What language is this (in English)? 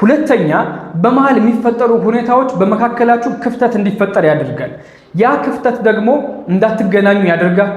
Amharic